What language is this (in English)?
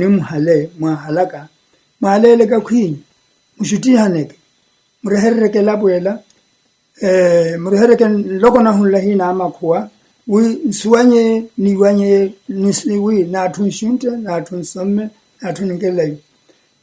Makhuwa